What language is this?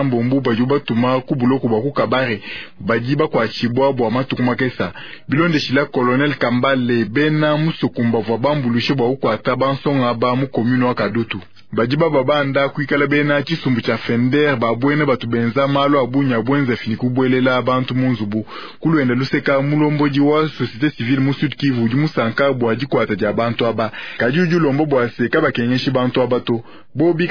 Luba-Lulua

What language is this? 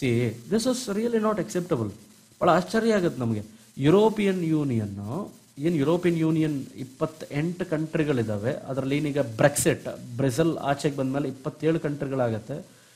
Kannada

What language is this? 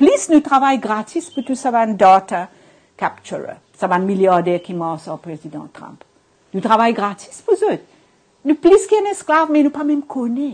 Morisyen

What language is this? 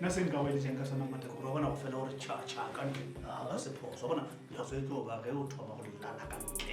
Northern Sotho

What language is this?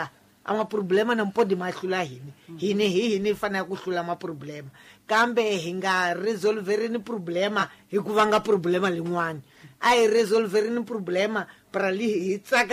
Tsonga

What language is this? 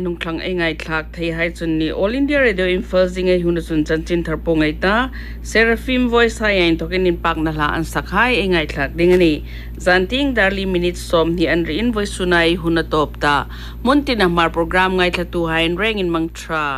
Hmar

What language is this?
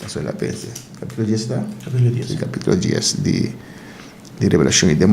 Papiamento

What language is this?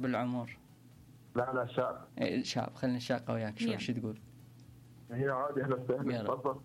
Mesopotamian Arabic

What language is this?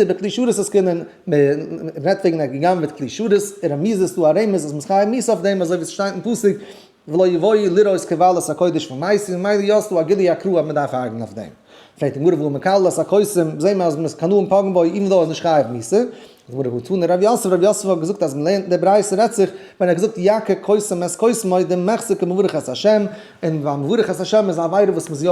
Yiddish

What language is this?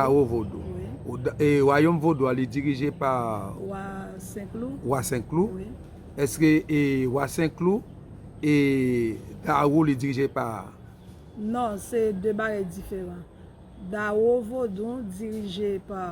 Haitian Creole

